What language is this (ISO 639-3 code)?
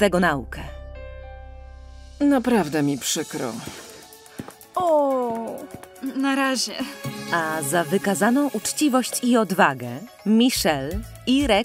pol